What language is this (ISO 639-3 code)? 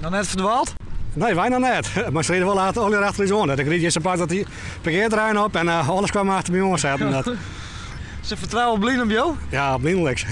fry